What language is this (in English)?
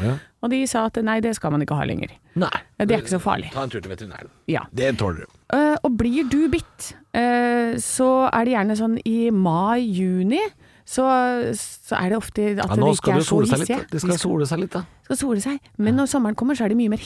Norwegian